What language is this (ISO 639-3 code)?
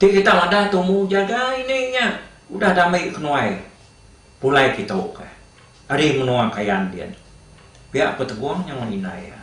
iba